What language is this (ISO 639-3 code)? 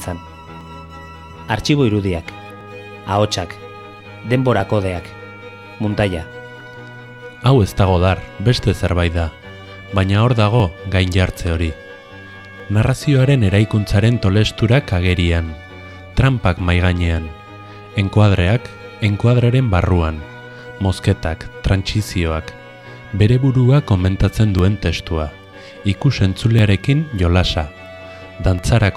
eus